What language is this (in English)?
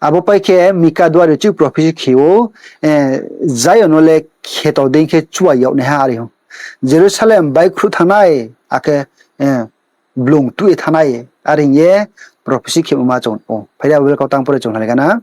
Riang (India)